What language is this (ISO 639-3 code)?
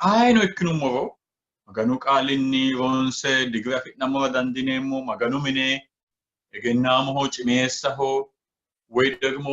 sid